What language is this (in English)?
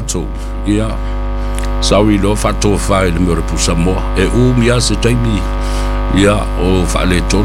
Samoan